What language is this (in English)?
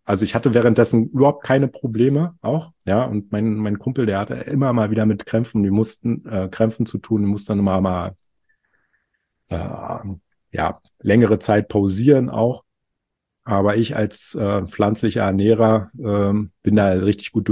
German